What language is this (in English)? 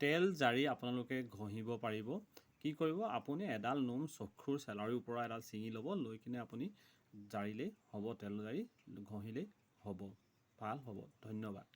Assamese